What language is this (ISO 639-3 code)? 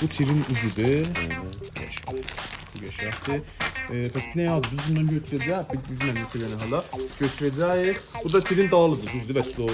azb